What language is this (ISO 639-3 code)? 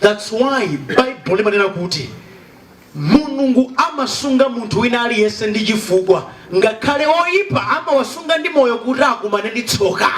nya